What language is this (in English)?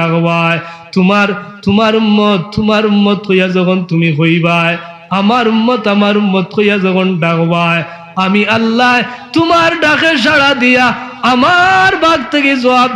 Sylheti